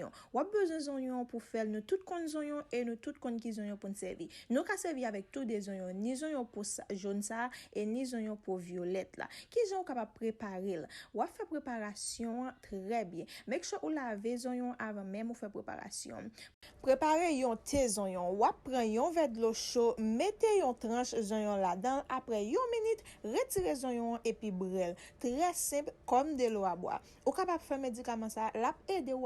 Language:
Haitian Creole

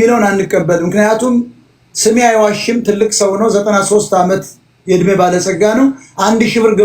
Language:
Amharic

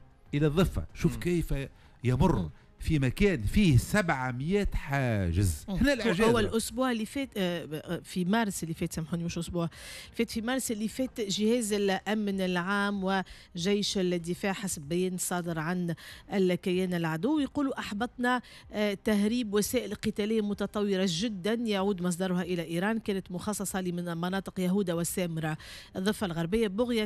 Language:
Tunisian Arabic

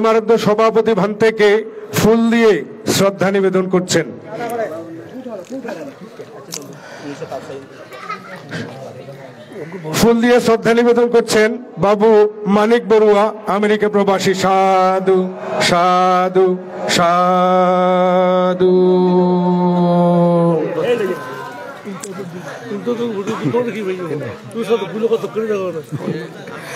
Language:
Bangla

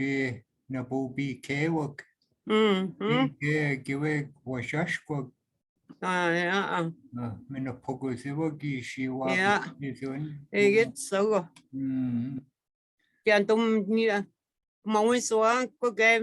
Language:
Chippewa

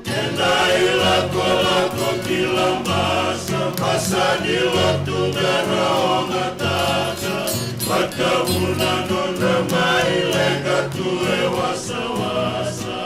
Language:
Fijian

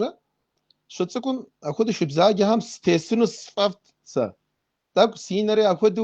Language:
Kabardian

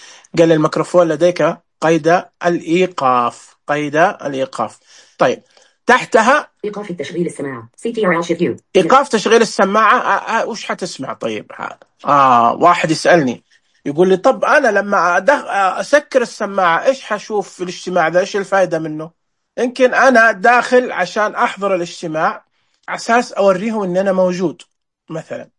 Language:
Najdi Arabic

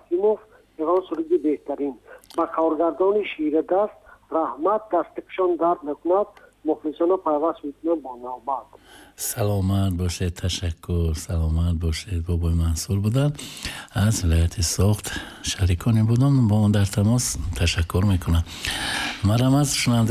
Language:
Tajik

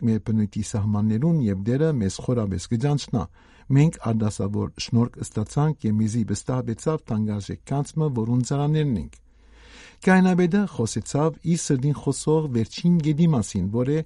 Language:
Western Armenian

